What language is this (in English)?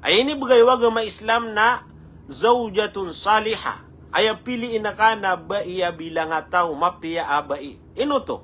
Maranao